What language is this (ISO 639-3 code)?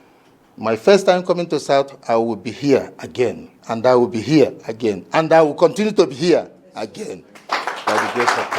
ibo